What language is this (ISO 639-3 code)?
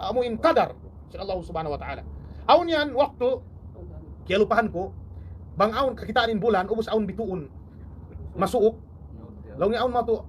tsg